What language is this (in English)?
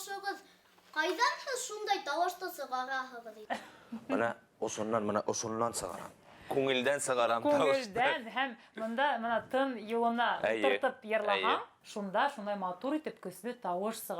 Bashkir